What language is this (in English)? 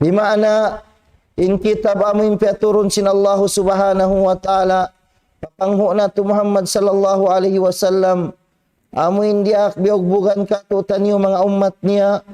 Tausug